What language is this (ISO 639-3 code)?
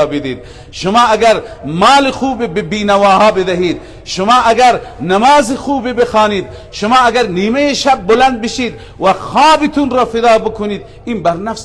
fas